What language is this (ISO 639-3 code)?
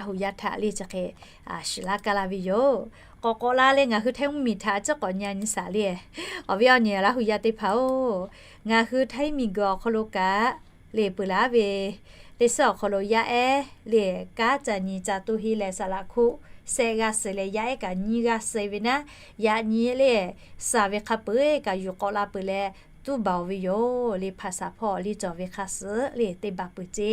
lhu